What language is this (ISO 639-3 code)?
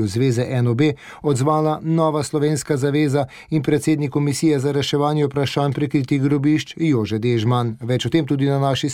slv